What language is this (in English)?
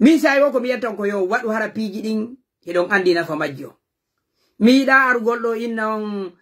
Fula